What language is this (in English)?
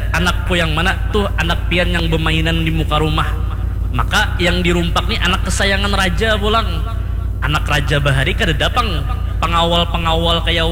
Banjar